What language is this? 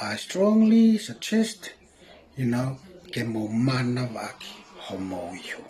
Tongan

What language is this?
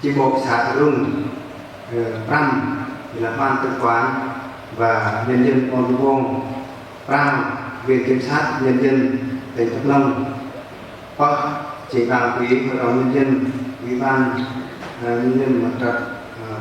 Central Mnong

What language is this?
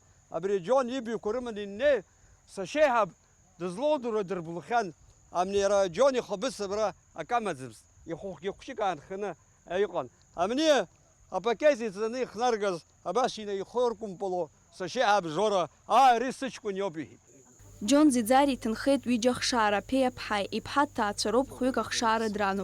Abkhazian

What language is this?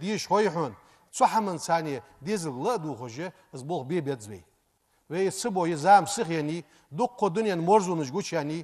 Ingush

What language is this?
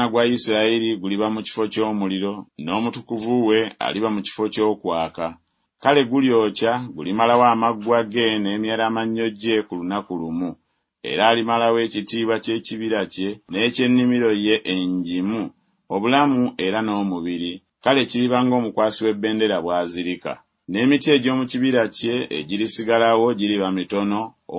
Ganda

